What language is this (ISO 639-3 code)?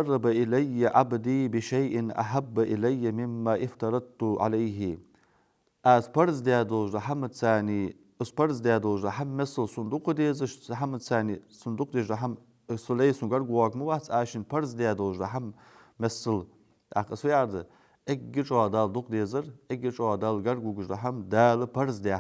inh